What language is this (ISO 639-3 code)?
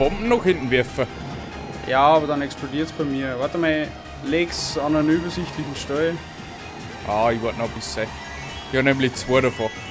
bar